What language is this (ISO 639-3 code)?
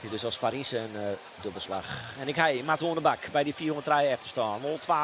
fry